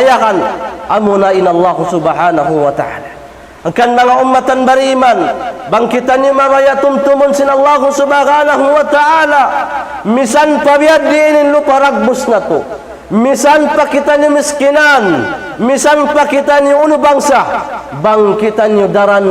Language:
Tausug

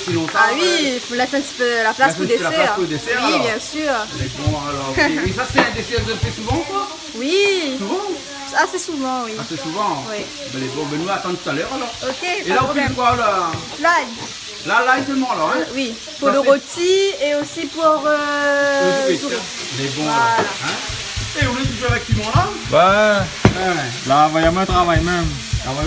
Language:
Réunion Creole French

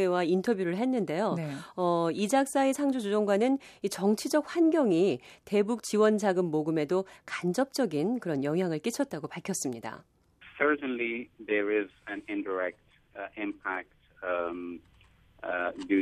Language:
Korean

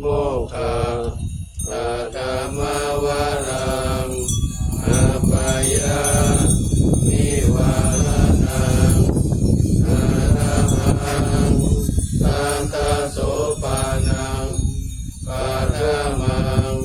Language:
Pali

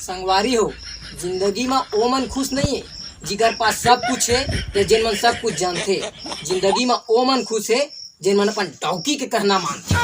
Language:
Chhattisgarhi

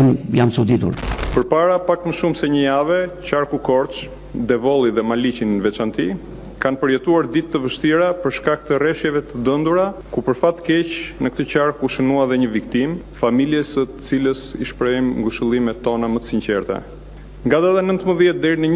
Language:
Albanian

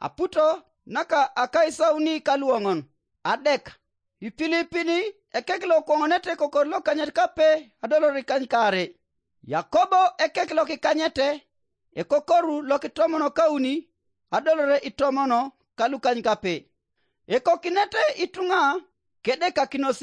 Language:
Teso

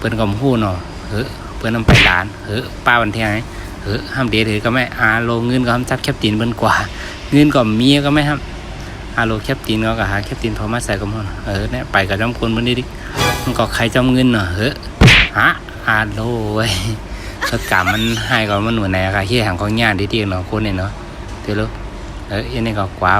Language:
Shan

